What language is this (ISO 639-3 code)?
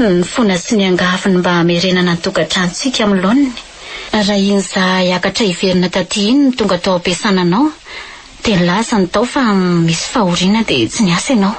mlg